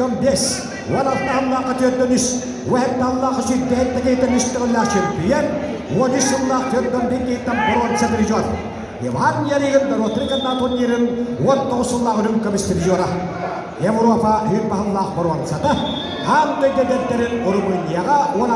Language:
Yakut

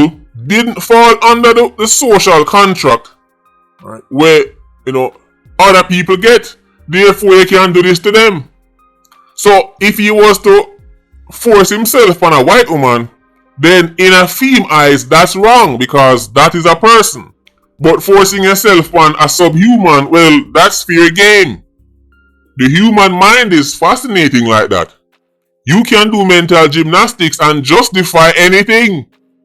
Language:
Jamaican Creole English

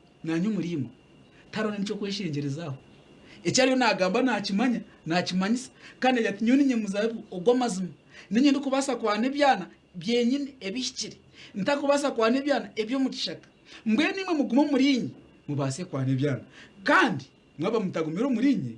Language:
Nyankole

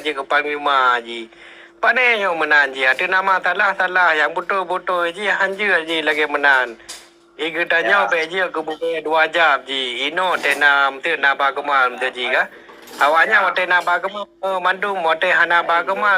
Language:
Achinese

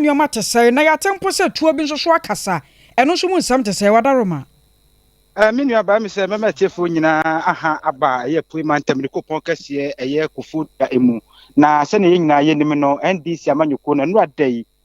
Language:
Akan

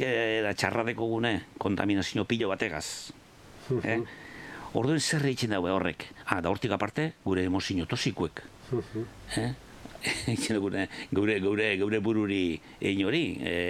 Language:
Basque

